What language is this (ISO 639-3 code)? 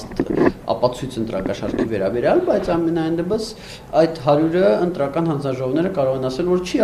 hye